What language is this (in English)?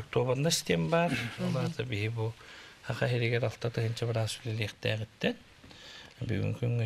Yakut